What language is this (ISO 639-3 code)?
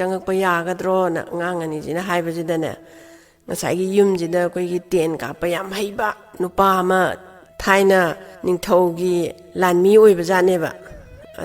mni